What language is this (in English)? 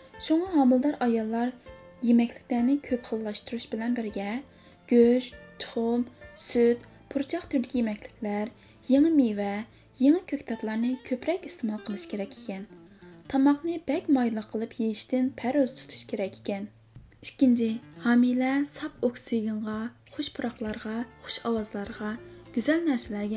Uyghur